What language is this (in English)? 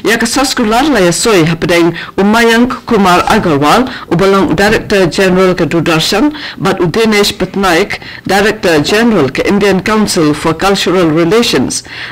Khasi